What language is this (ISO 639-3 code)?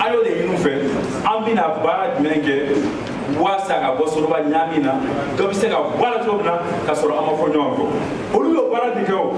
bam